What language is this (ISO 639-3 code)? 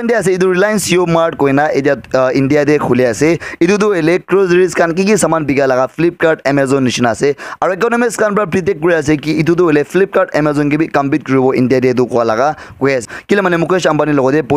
nag